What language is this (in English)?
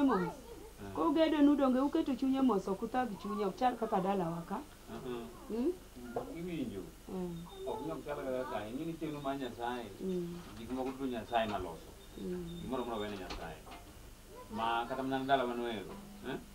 Luo (Kenya and Tanzania)